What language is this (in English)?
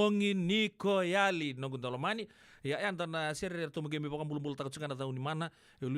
Fijian